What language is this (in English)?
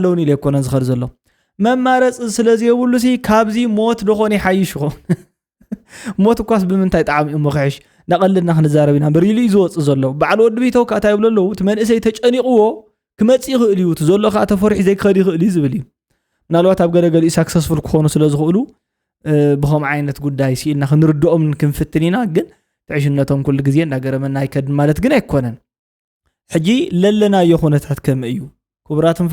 Tigrinya